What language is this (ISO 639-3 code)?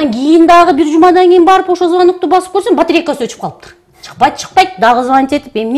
kir